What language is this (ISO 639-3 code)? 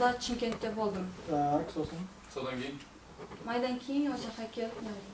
kaz